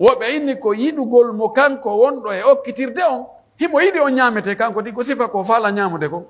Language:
Pular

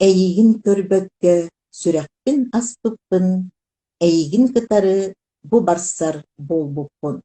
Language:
Yakut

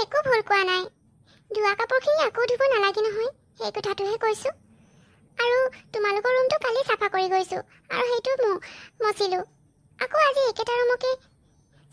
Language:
Assamese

